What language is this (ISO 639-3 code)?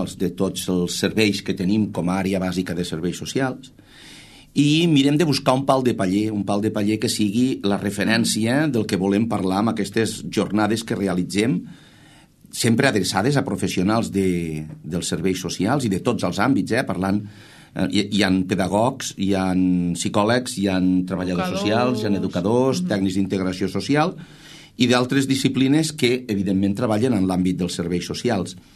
cat